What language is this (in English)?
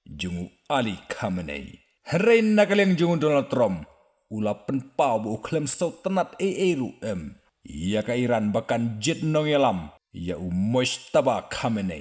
Khasi